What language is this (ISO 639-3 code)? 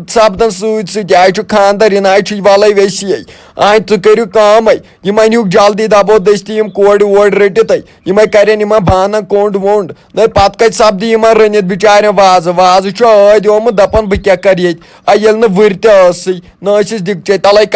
kas